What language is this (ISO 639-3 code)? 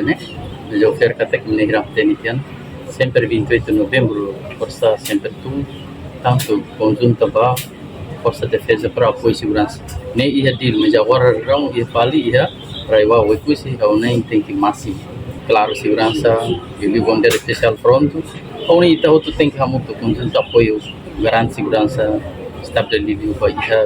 tet